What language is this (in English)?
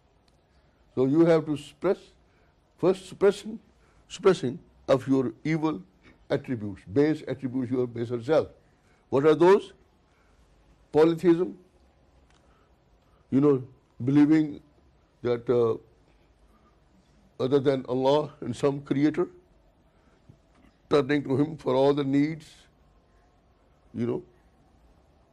English